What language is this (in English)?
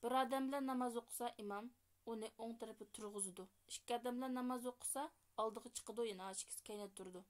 Uyghur